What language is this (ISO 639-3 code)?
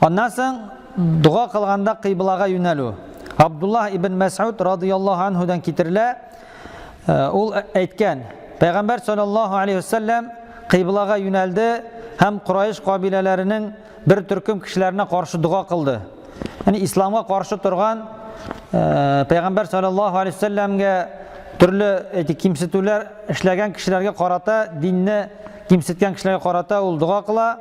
tat